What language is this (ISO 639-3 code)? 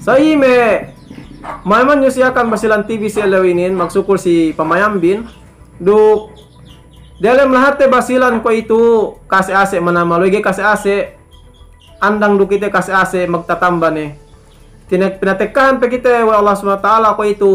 yka